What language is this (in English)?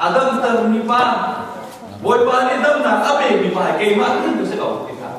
Hakha Chin